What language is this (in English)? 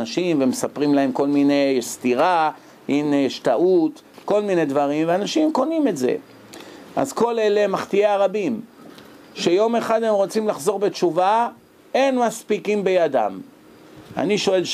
Hebrew